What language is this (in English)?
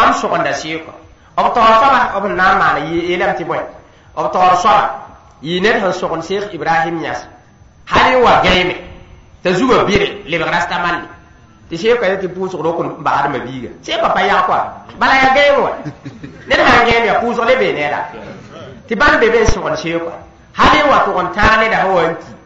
Mossi